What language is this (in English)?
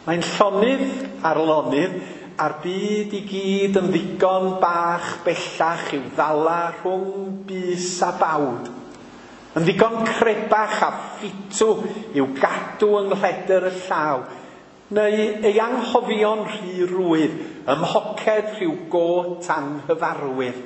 Welsh